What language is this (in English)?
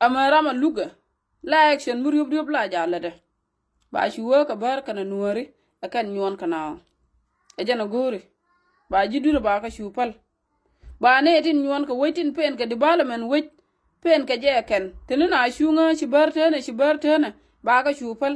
Nuer